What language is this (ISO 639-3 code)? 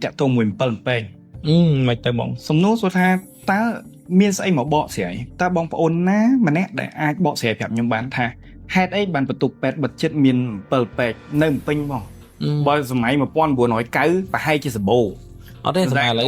khm